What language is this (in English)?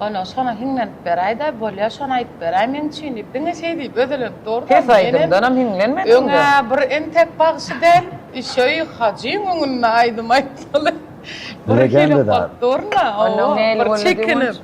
Turkmen